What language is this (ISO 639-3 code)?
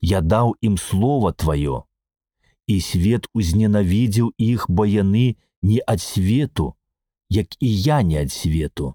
bel